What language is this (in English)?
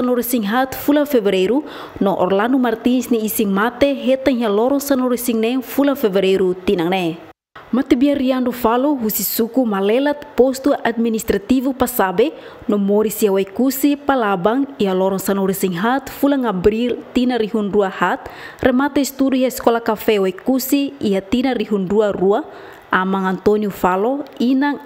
Tetum